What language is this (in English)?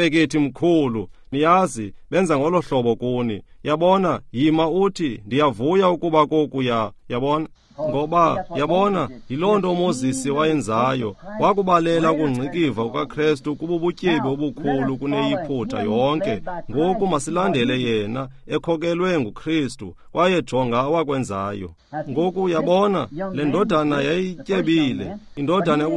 Xhosa